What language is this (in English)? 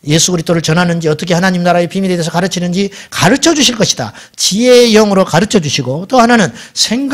Korean